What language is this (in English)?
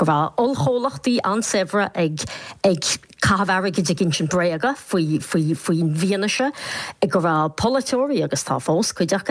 Irish